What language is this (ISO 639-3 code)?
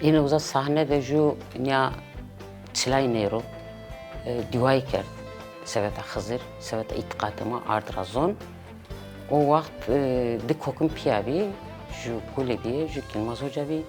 zza